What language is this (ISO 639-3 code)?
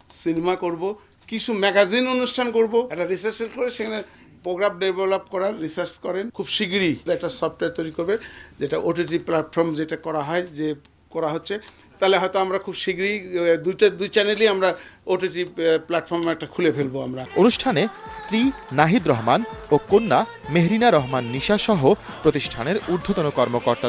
ben